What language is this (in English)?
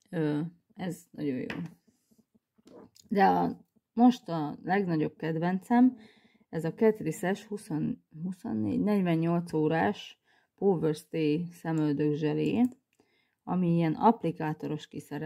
Hungarian